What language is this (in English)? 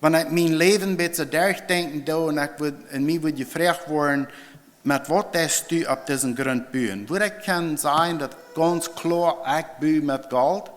Plautdietsch